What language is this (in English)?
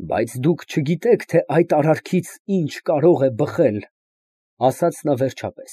Armenian